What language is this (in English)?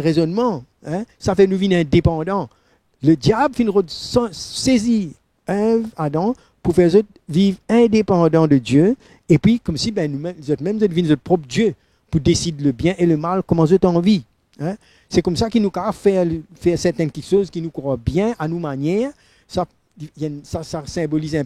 Morisyen